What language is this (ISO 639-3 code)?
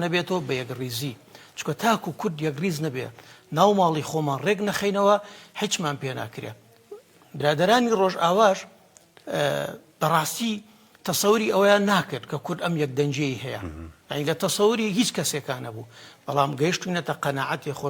ckb